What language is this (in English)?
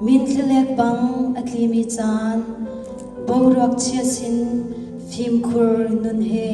Hakha Chin